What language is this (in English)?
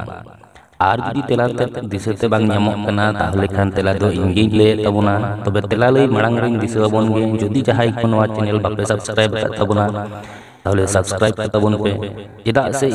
Santali